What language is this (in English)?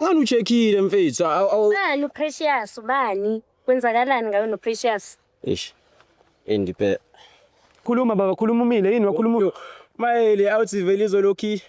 Zulu